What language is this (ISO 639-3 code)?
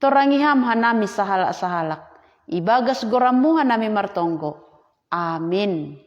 bts